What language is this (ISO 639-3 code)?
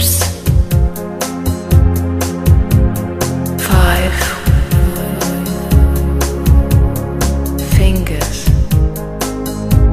eng